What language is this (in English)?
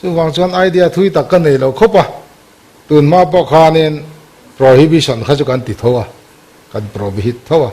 Mizo